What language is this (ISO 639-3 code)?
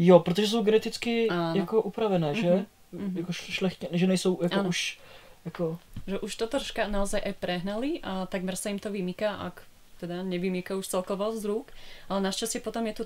slk